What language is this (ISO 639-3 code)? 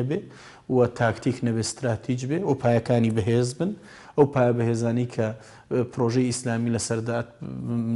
ckb